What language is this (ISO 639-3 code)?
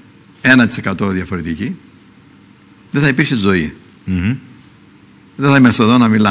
ell